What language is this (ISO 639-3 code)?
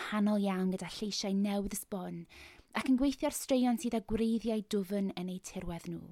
cym